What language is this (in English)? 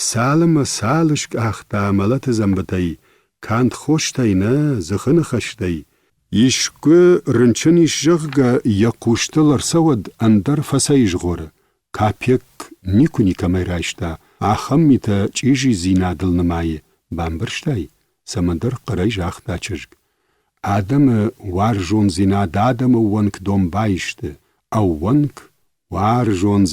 Ossetic